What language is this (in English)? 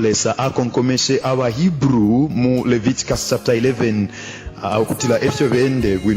Bemba